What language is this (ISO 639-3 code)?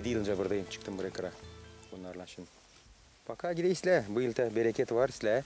gag